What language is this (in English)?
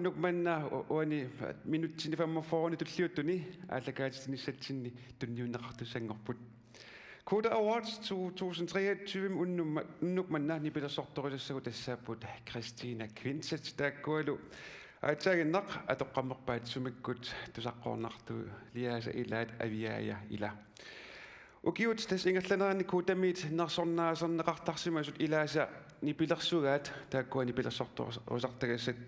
Kalaallisut